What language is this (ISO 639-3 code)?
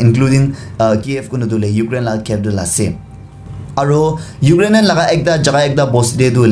nag